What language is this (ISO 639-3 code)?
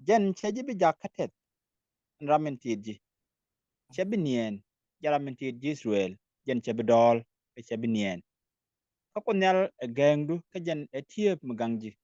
nus